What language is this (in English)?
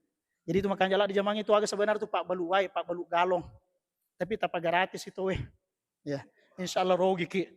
Buginese